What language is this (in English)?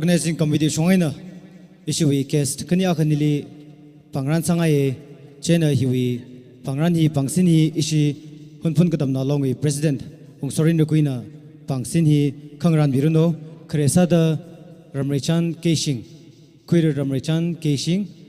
Tangkhul Naga (India)